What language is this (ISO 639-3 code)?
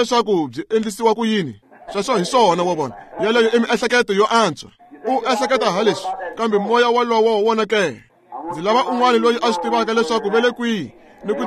tso